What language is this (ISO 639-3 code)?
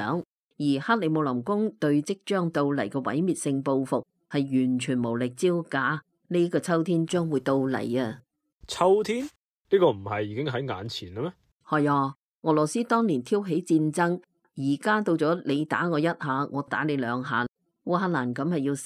yue